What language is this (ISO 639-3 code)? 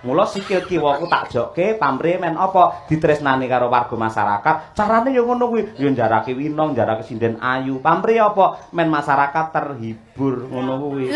jav